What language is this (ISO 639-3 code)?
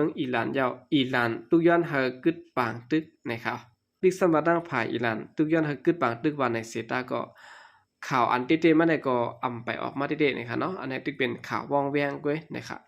shn